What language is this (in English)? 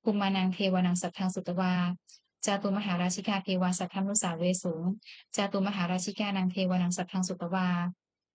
Pali